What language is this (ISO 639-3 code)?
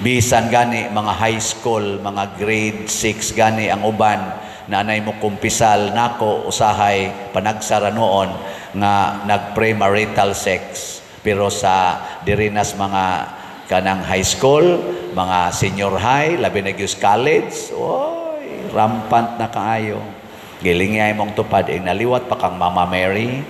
ceb